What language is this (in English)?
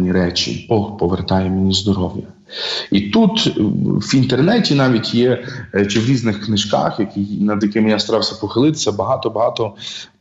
Ukrainian